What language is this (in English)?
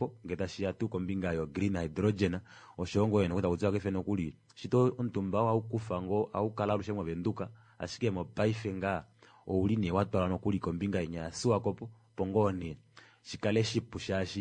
Kuanyama